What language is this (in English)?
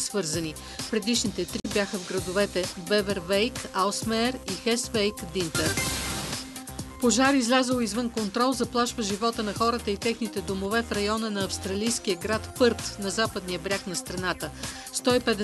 Bulgarian